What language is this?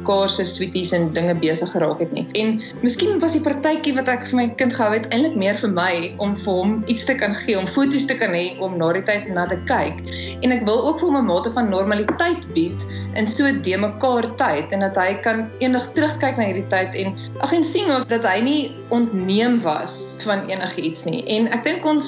Afrikaans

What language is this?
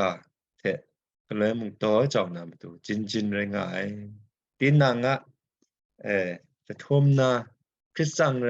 Kachin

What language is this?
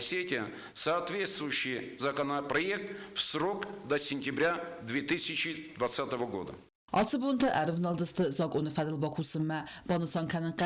Ossetic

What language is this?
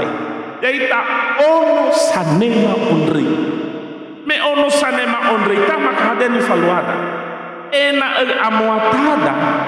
Nias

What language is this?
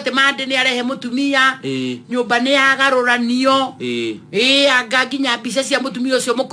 Kikuyu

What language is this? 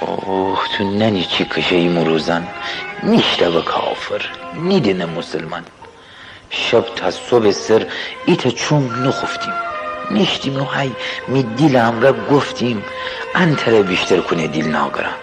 Gilaki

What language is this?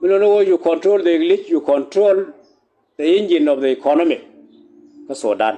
Nuer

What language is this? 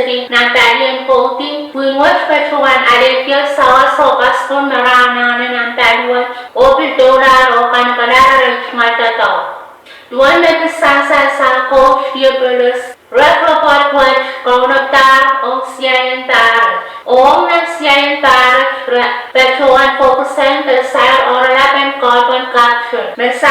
Pohnpeian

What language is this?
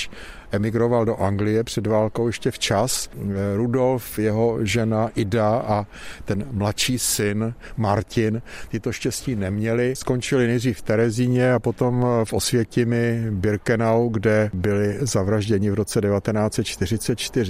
Czech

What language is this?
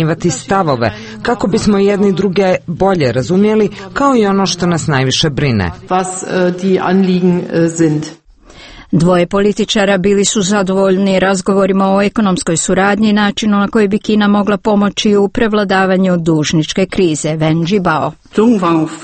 Croatian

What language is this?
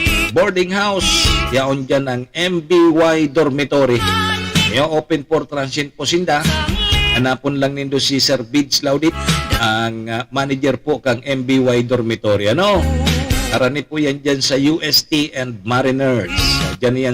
Bikol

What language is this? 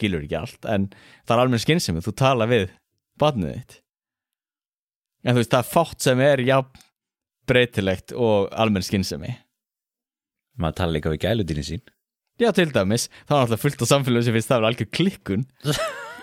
Icelandic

